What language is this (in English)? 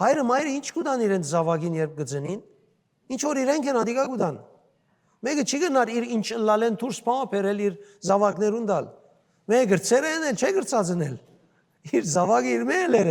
Western Armenian